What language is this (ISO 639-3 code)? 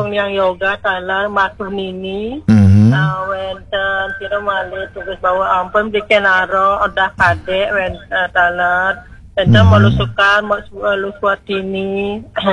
ban